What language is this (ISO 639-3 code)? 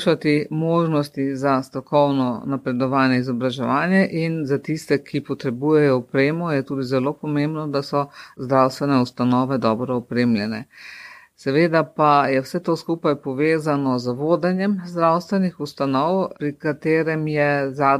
slv